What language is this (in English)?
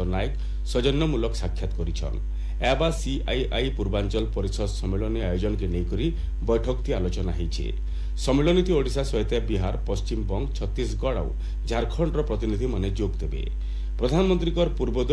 Odia